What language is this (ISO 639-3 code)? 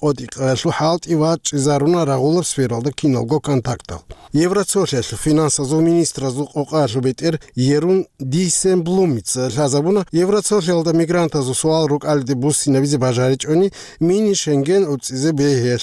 ava